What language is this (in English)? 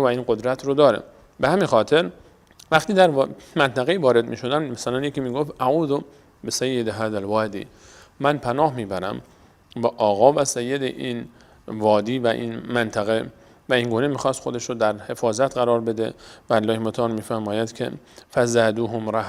Persian